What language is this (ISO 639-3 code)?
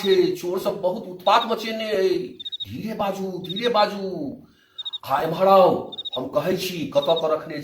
mai